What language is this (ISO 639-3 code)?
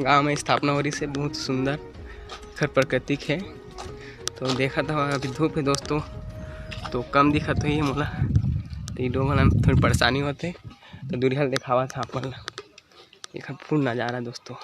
hne